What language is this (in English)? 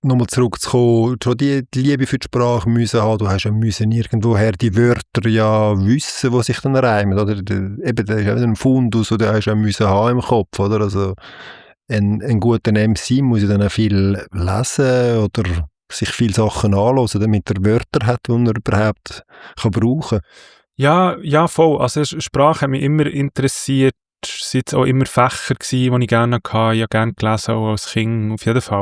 Swiss German